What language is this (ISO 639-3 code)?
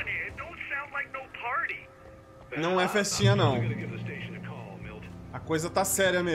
por